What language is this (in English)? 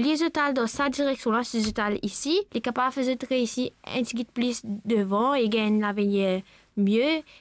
Morisyen